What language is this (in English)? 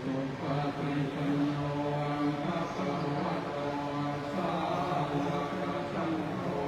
Pali